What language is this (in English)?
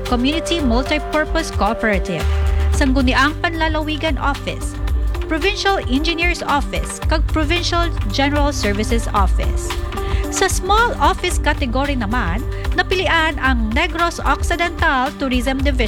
Hiligaynon